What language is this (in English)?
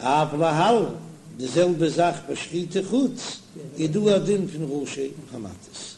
Yiddish